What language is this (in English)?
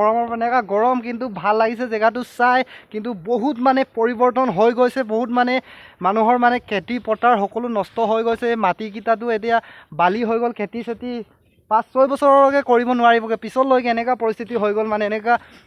Assamese